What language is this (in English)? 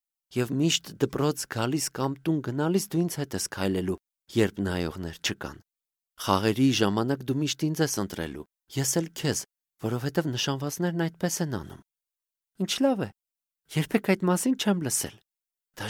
Armenian